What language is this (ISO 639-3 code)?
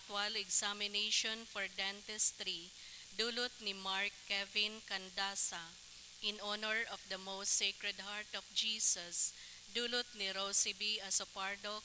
bik